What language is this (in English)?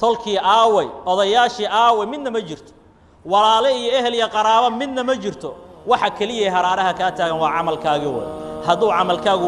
Somali